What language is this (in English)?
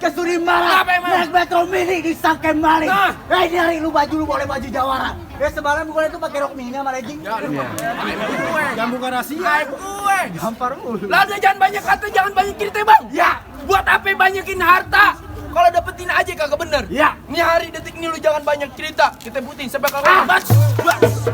Betawi